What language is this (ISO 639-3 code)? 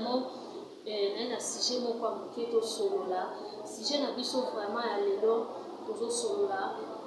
lin